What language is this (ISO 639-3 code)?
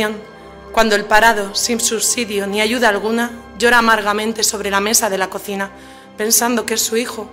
spa